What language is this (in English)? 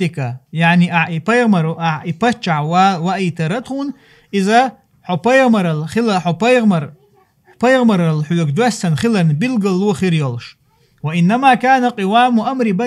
Chechen